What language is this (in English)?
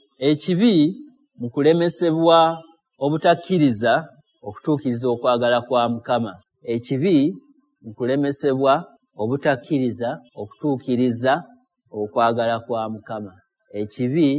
Ganda